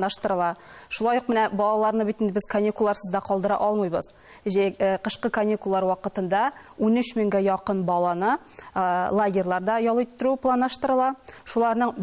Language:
Tatar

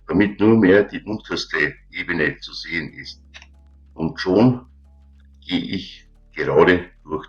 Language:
Bavarian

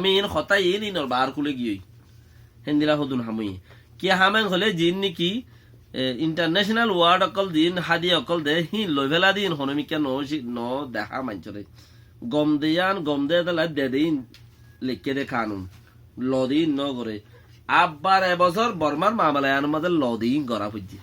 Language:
Rohingya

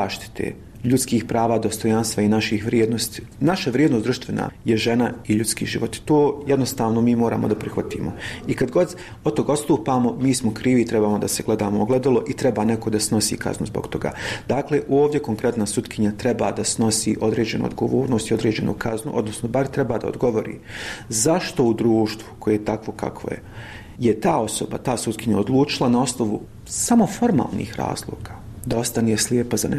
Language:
Bosnian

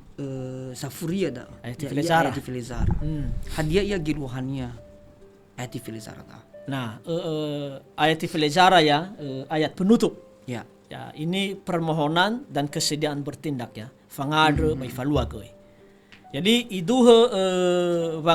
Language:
Nias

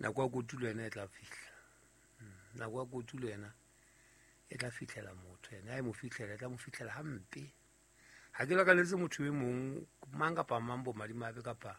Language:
Southern Sotho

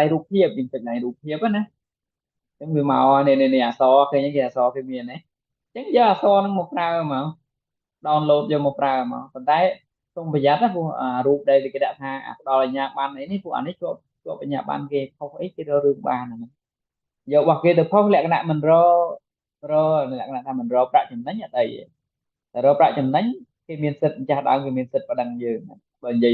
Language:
Khmer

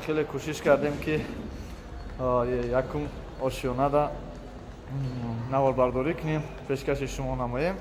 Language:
Tajik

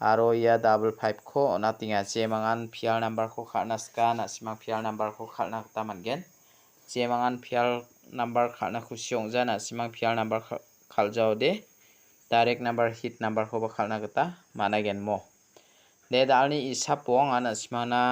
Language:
Garo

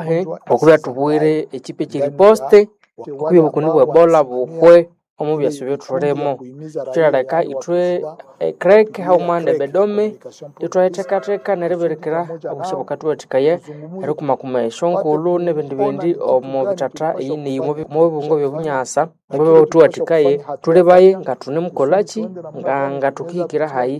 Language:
Nande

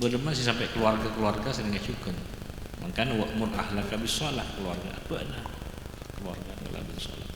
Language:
Madurese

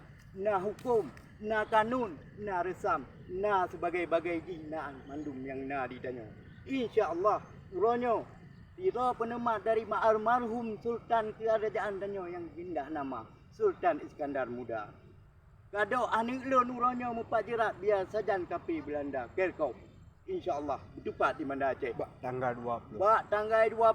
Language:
Achinese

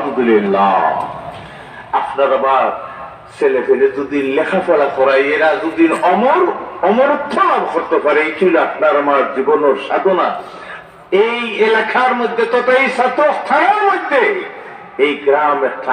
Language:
Sylheti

